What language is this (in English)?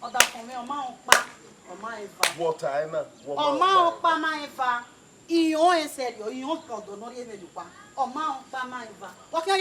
Bini